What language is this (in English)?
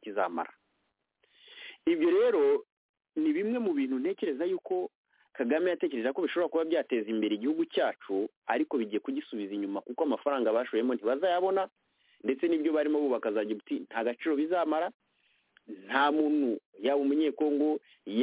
Kinyarwanda